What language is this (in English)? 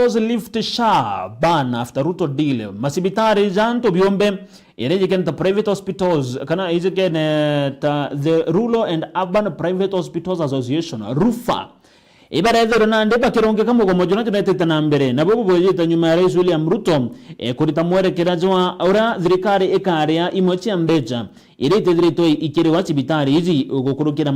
Meru